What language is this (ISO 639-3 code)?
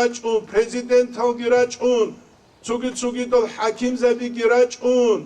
ava